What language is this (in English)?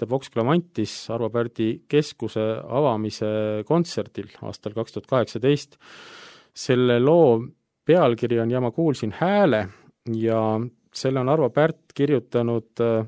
Estonian